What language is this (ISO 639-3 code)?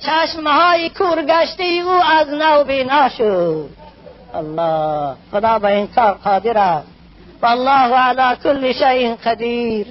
tgk